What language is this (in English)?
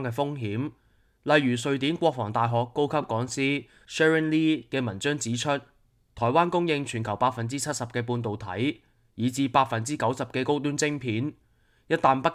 Cantonese